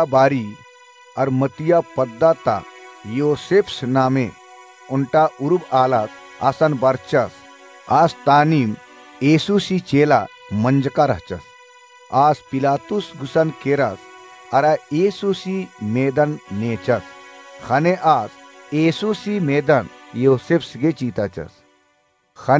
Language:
Kurukh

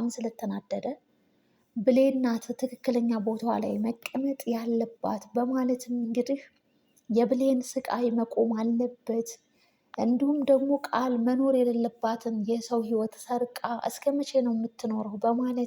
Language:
Amharic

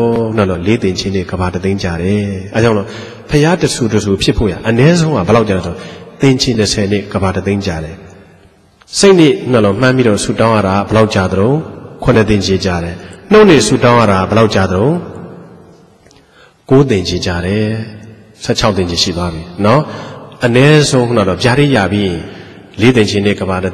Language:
Burmese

